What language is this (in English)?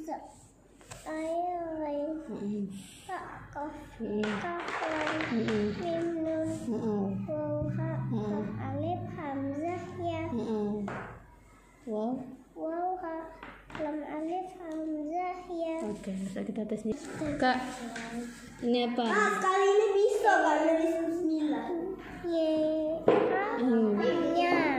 Indonesian